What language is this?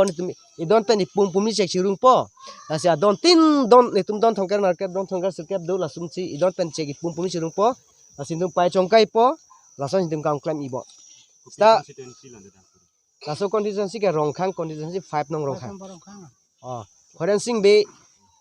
Karbi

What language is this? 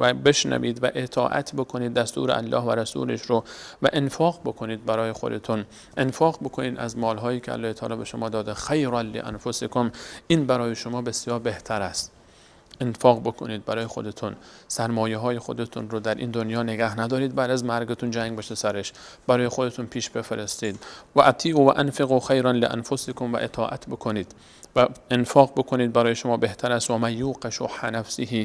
Persian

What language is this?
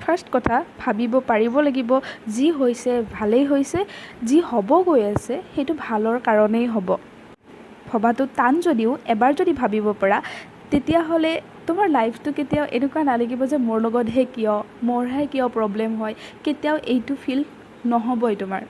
Assamese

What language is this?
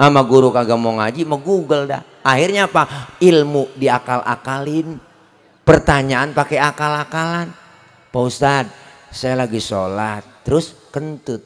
Betawi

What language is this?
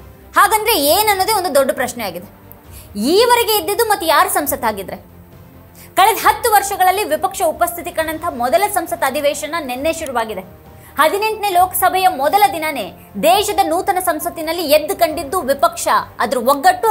Kannada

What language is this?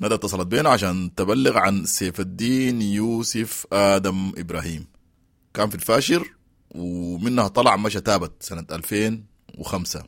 Sudanese Arabic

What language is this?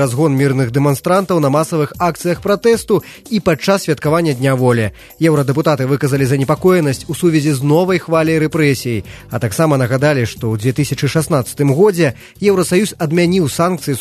Belarusian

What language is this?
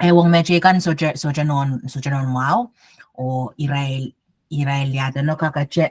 Pohnpeian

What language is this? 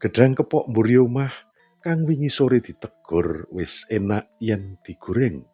Javanese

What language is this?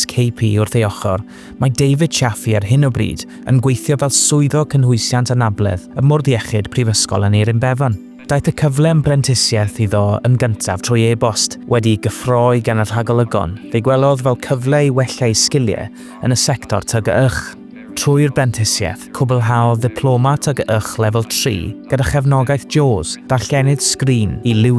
Welsh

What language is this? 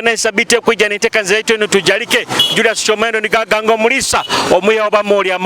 Nyoro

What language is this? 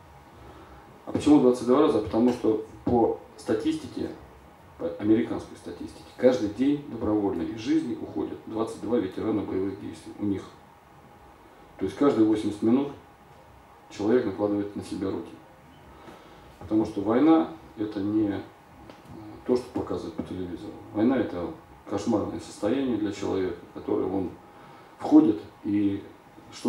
Russian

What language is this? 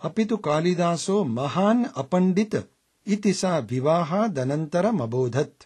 Sanskrit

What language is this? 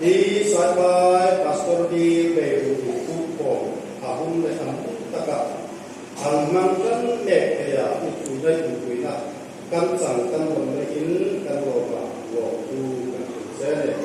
Hmar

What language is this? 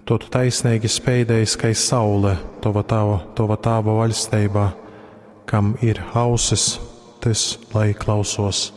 Latgalian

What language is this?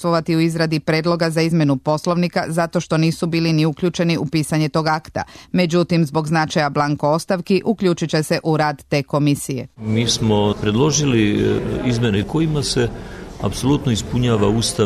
Serbian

